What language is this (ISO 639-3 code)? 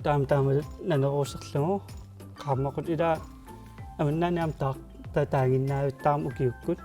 kal